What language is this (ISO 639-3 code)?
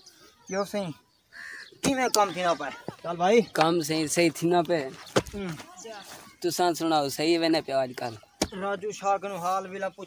skr